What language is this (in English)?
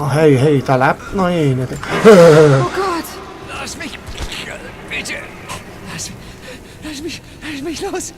Swiss German